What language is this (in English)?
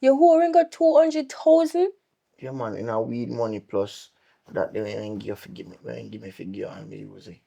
Jamaican Creole English